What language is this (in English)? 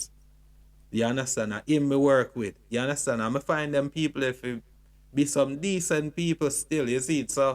Jamaican Creole English